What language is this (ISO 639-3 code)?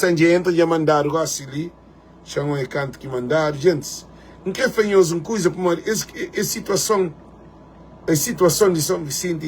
kea